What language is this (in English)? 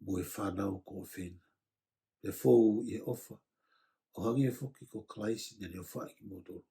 Tongan